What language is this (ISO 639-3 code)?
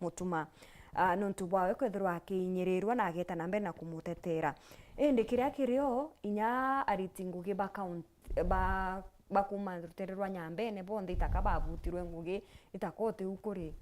mer